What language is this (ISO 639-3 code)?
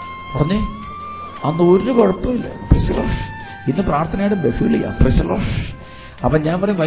mal